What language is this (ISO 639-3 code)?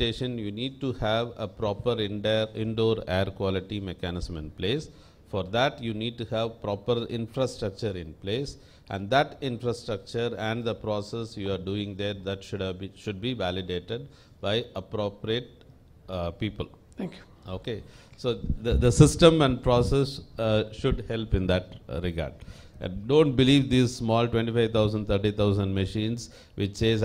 eng